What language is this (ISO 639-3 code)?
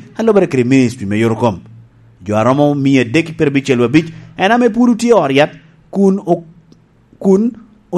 laj